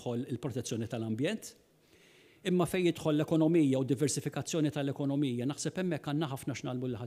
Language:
Maltese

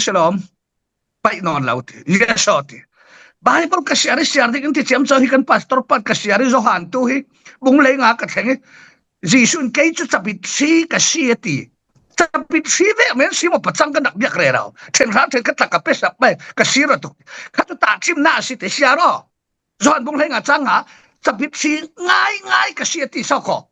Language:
Falam Chin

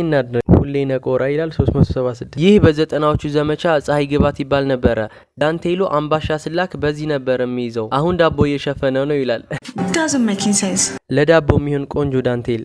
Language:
Amharic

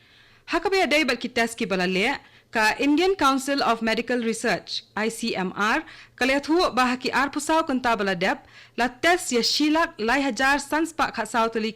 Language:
Khasi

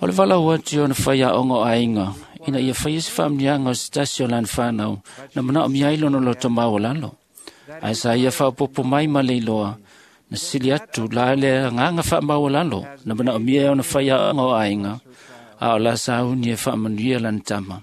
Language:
Samoan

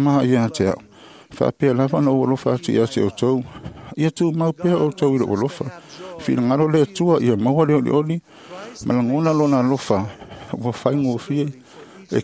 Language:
Samoan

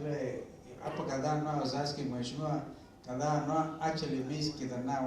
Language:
Meru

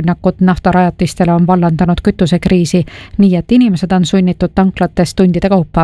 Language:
Estonian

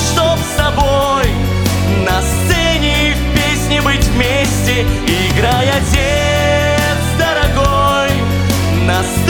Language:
Russian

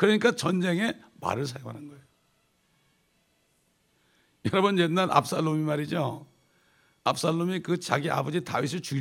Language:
Korean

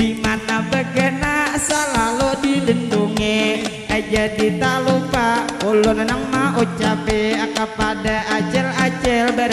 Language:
Banjar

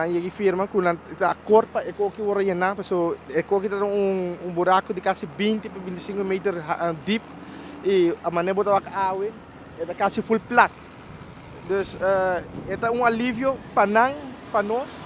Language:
Papiamento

